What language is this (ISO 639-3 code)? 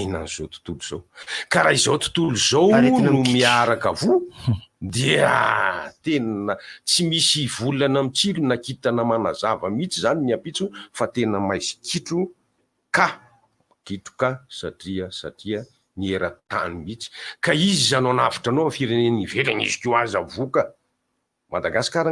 mlg